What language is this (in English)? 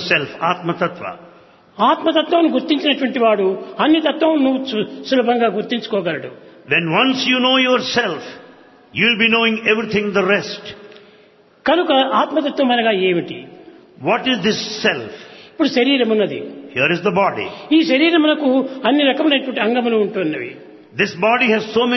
Telugu